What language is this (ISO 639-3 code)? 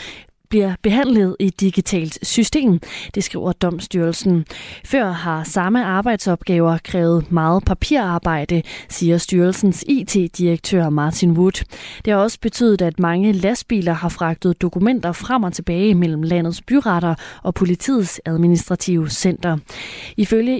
dan